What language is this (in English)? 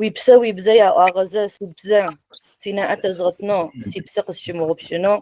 Adyghe